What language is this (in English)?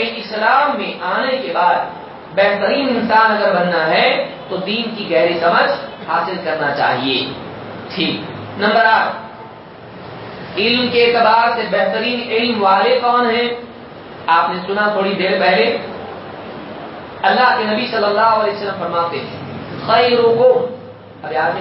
Urdu